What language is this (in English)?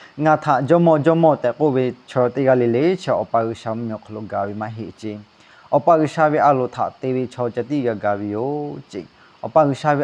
Lahu